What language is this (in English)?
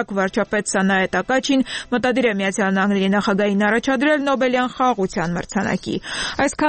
Armenian